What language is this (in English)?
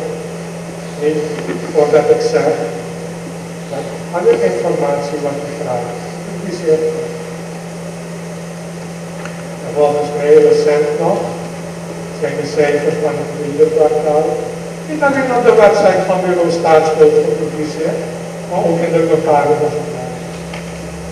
Dutch